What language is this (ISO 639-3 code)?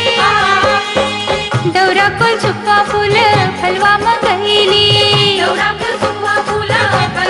bho